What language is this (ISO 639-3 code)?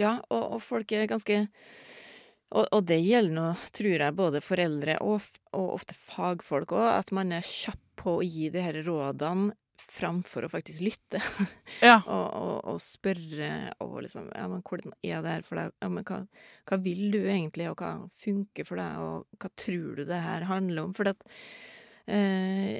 nor